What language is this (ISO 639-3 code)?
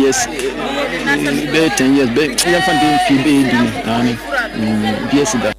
aka